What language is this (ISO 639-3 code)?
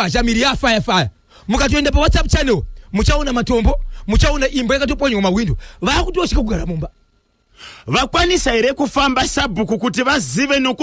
sna